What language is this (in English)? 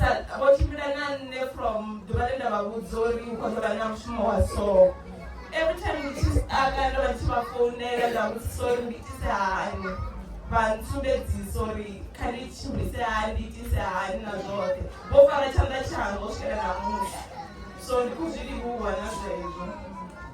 Venda